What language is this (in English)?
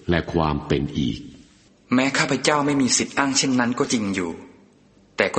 Thai